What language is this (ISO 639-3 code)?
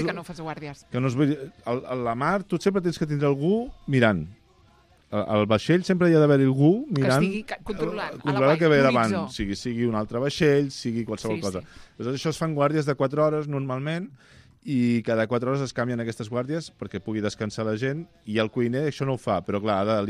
cat